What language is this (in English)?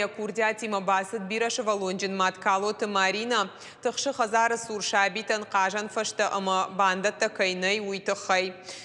Ossetic